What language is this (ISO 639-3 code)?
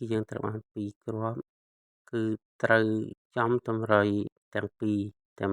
khm